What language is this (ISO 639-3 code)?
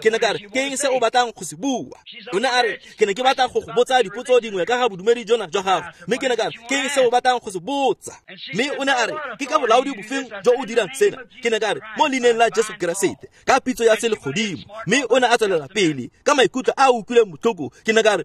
tsn